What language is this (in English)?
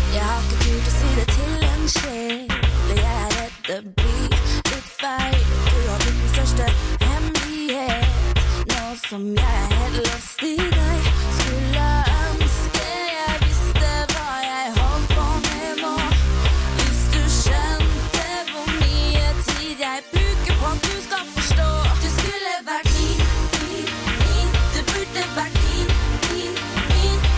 Norwegian